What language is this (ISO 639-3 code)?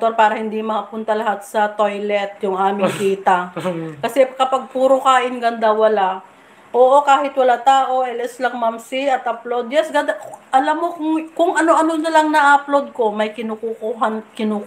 fil